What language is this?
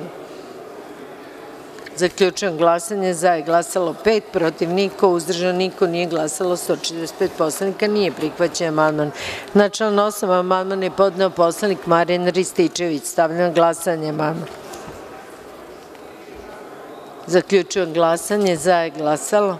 Serbian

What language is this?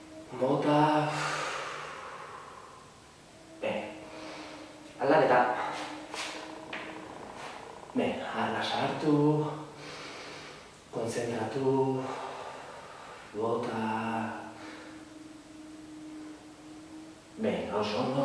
Basque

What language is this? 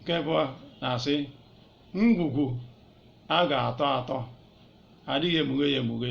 Igbo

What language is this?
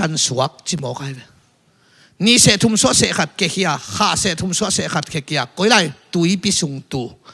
Tedim Chin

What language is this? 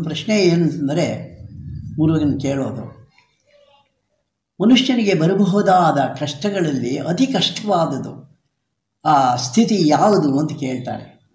Kannada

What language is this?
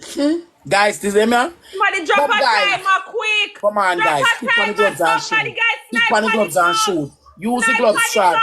Jamaican Creole English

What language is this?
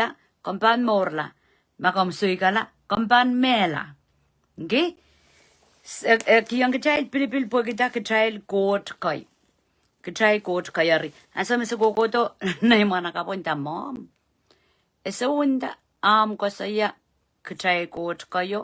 Pohnpeian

